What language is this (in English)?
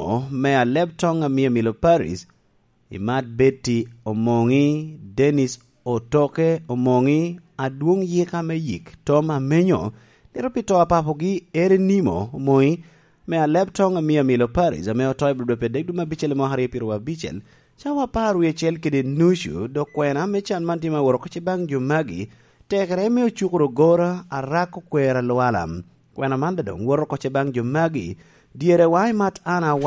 Lango (Uganda)